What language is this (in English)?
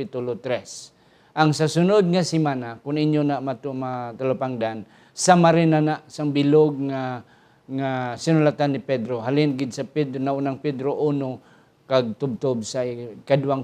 Hiligaynon